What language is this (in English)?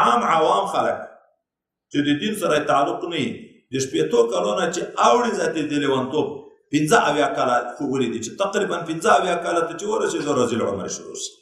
Pashto